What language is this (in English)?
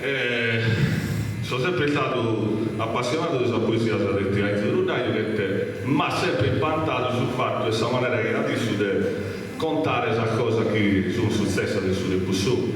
Sardinian